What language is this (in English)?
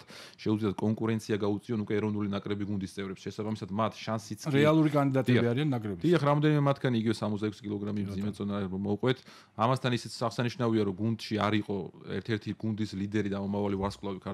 Georgian